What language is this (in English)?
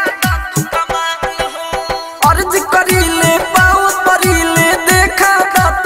Bhojpuri